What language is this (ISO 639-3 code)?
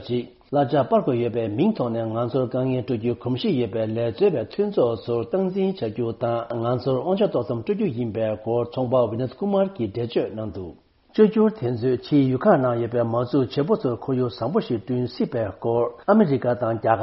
bod